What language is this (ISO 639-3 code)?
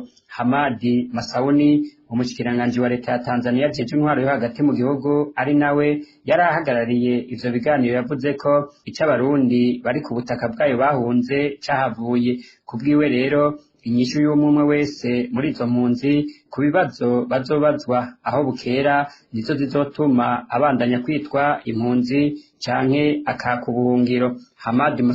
run